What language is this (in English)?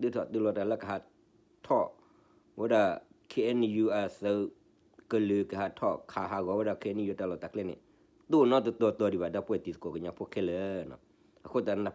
S'gaw Karen